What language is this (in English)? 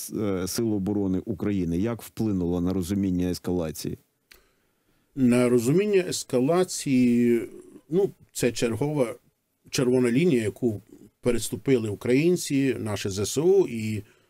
Ukrainian